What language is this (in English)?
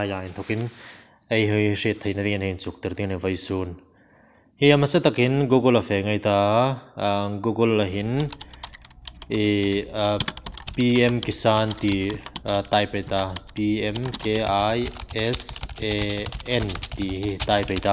Hmar